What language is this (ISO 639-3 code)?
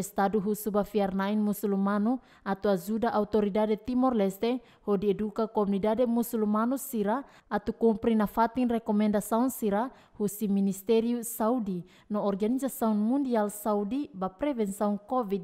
tet